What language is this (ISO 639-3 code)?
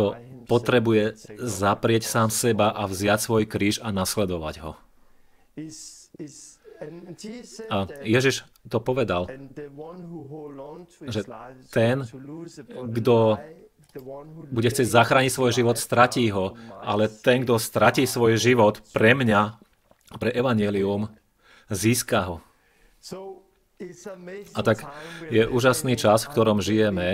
slk